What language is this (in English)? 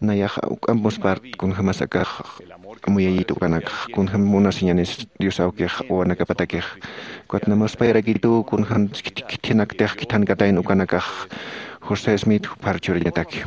Aymara